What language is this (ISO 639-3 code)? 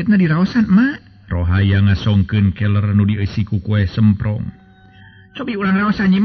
sun